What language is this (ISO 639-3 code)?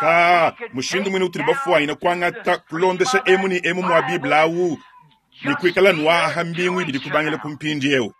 lua